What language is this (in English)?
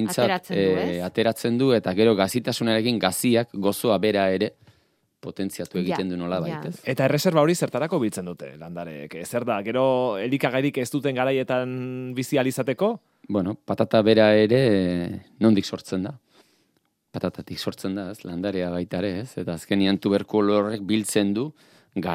Basque